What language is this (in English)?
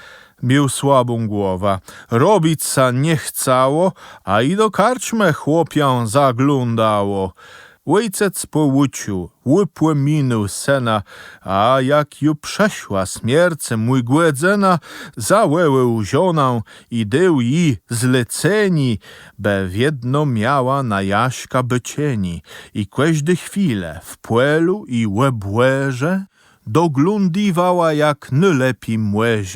Kashubian